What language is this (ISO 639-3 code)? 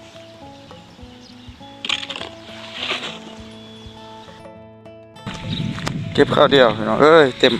lao